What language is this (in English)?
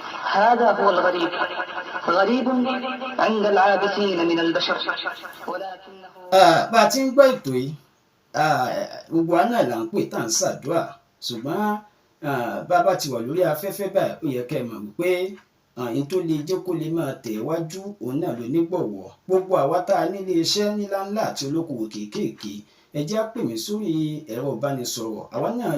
Yoruba